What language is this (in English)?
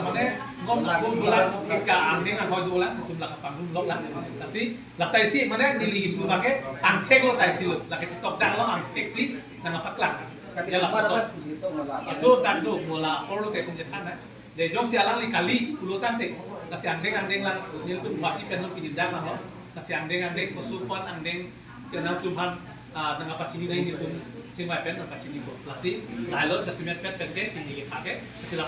Karbi